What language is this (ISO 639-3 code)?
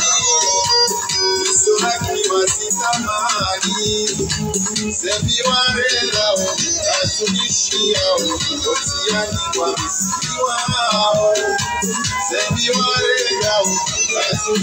swa